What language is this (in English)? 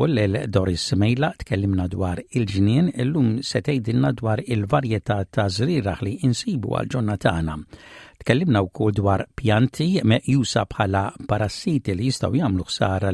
Maltese